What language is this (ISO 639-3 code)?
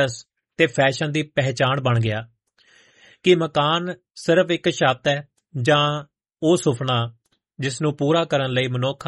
pan